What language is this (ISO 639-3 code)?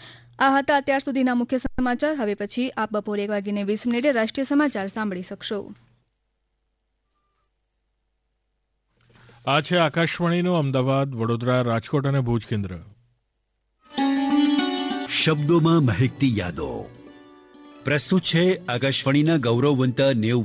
guj